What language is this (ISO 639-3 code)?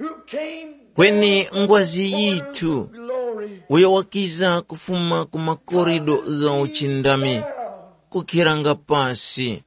tum